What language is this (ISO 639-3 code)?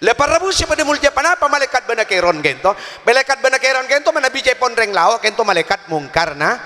mad